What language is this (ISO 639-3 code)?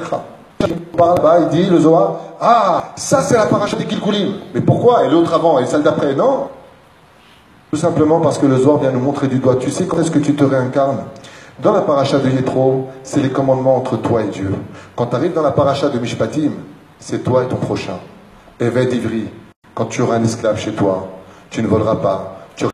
fra